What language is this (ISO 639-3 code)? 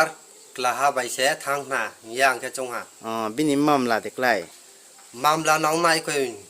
ria